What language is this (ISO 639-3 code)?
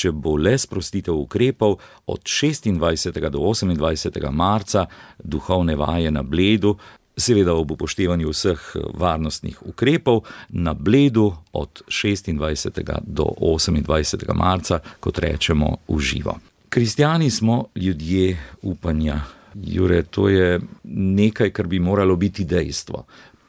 slv